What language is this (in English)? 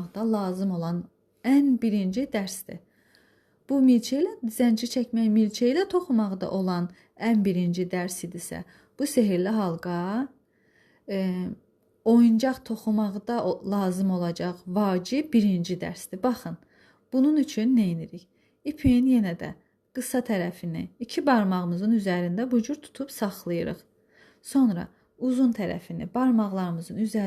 Azerbaijani